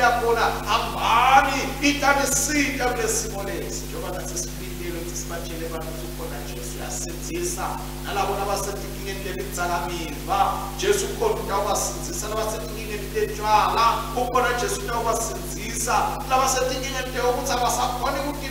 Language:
Swati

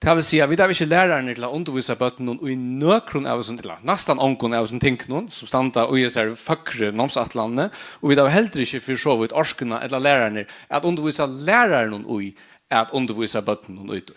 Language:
Faroese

